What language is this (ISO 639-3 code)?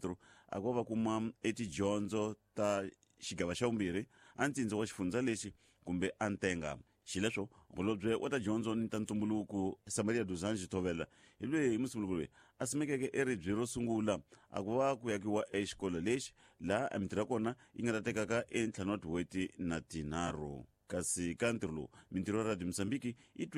tso